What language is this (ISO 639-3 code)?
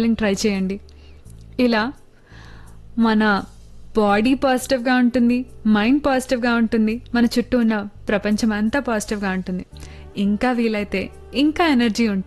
tel